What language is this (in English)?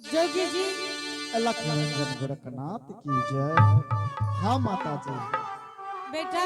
Angika